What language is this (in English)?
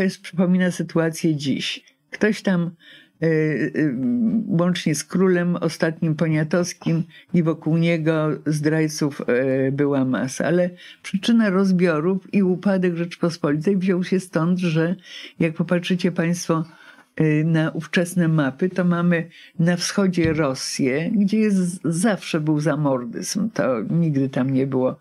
Polish